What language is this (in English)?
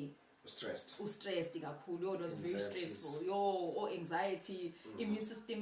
Zulu